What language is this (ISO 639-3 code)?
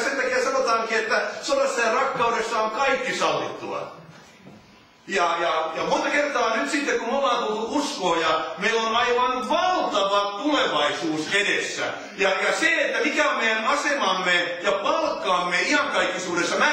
fin